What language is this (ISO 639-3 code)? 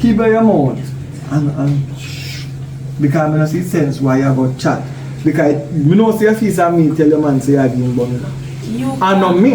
jam